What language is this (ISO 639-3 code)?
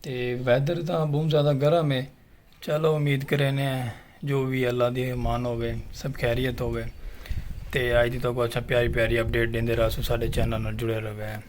skr